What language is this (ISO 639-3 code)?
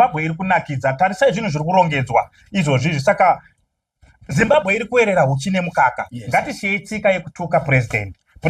sna